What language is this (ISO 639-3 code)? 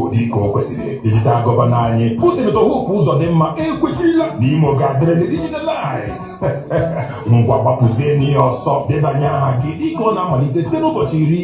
ibo